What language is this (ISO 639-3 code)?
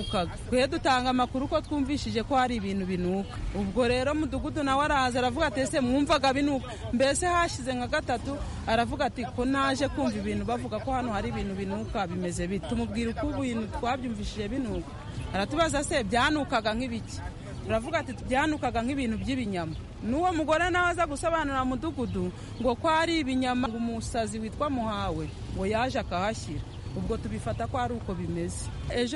kin